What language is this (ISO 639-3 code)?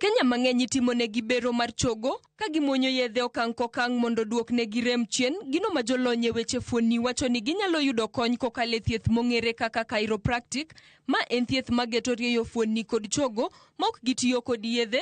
luo